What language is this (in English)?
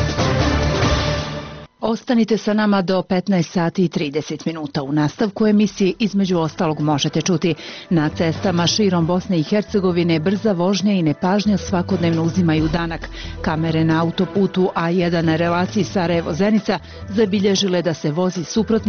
Bosnian